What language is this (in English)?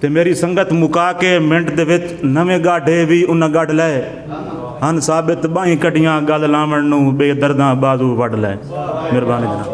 Saraiki